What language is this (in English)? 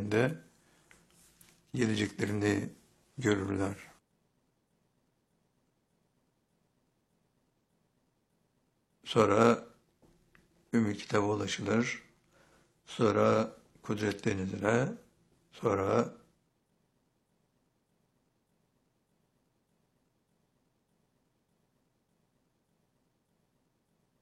Turkish